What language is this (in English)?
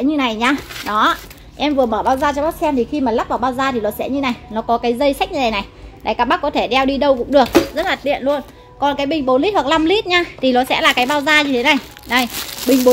Vietnamese